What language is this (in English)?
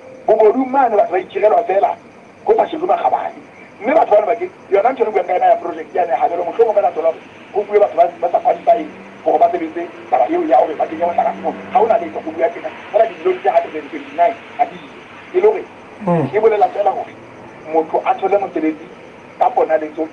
Southern Sotho